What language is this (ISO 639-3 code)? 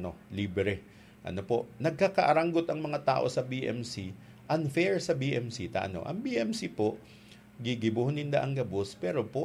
bik